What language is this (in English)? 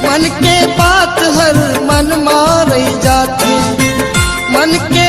Chhattisgarhi